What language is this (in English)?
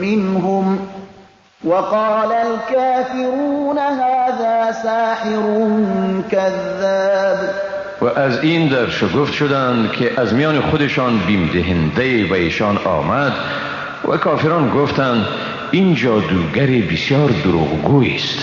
Persian